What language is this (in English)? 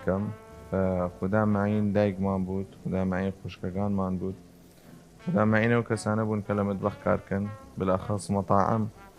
Southern Kurdish